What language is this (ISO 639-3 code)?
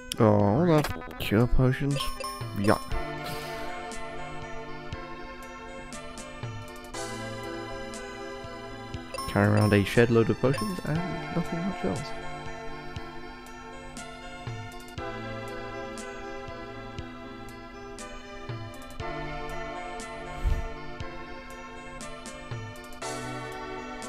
eng